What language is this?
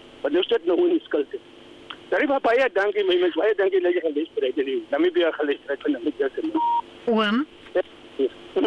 Afrikaans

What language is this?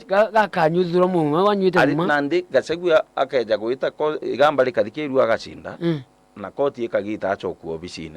Meru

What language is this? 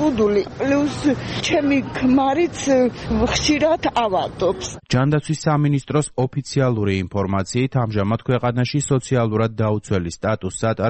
Georgian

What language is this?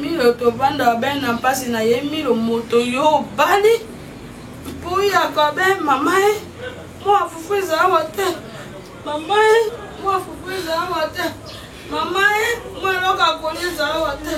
Lingala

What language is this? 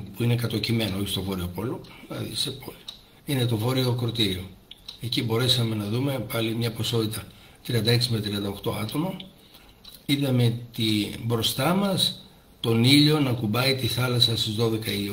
Greek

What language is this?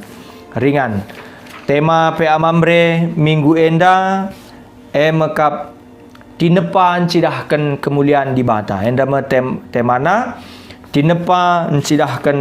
Batak Karo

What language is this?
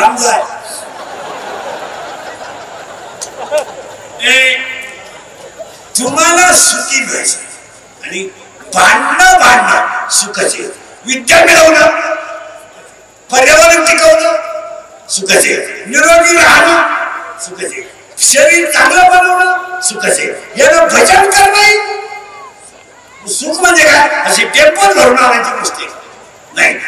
Marathi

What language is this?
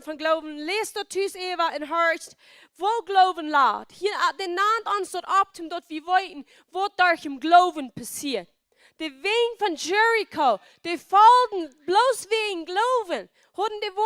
Plautdietsch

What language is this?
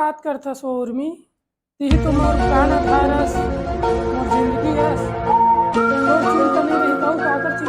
Chhattisgarhi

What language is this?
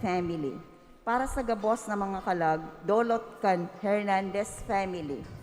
Bikol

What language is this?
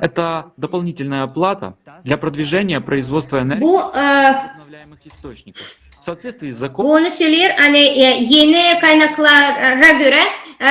Gagauz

